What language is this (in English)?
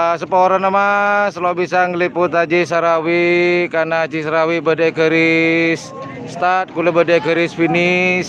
Madurese